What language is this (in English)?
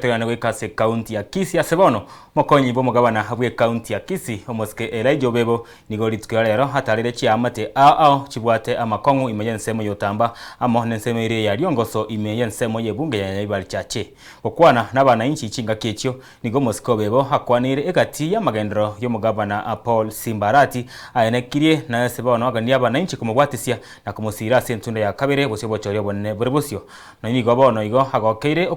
Gusii